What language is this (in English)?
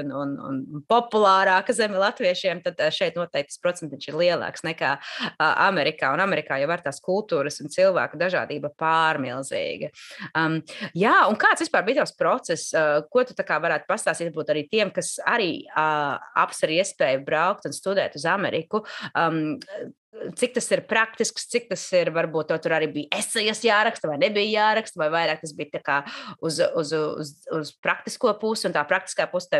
Latvian